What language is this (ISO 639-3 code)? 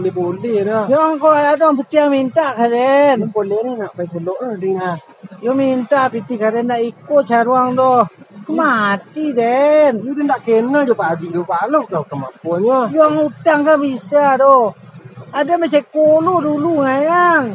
min